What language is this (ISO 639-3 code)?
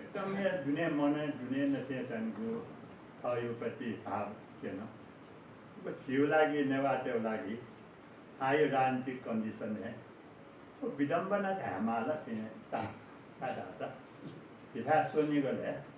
new